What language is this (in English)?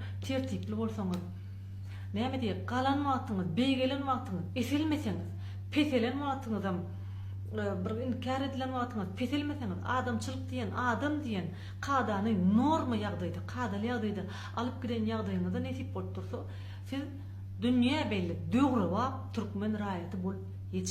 Turkmen